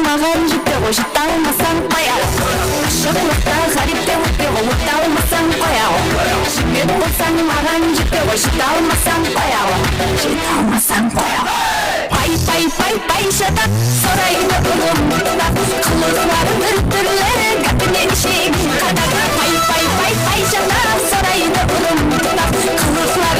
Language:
Kara-Kalpak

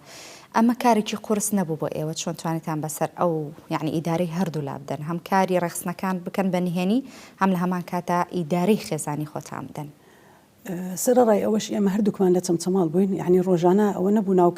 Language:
Central Kurdish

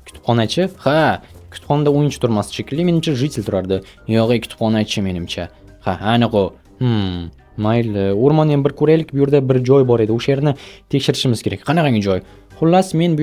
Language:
Uzbek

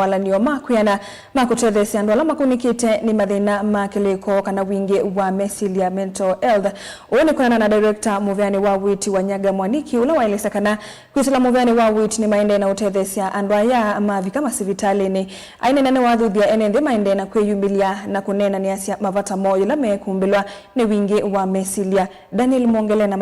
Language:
Kamba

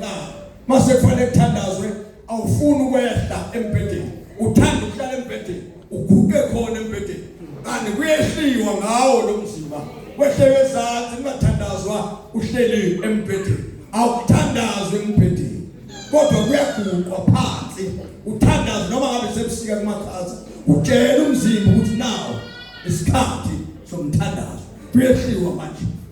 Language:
Zulu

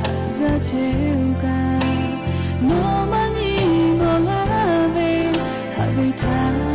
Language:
Lahu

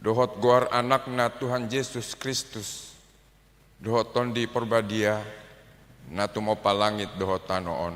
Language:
Batak Toba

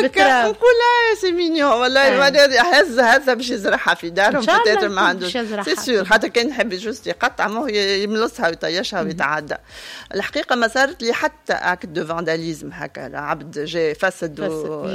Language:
Tunisian Arabic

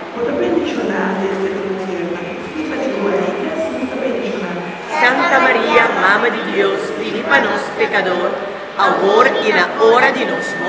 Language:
Papiamento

